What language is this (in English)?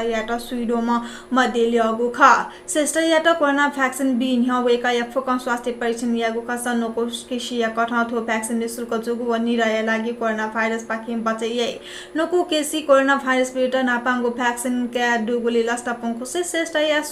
Newari